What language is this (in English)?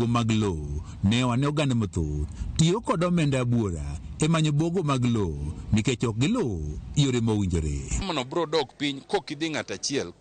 Luo (Kenya and Tanzania)